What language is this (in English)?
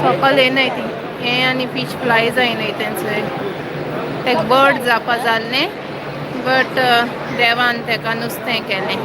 Konkani